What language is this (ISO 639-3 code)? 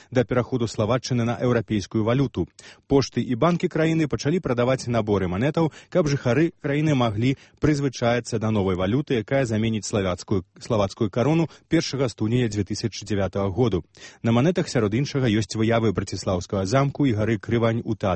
bel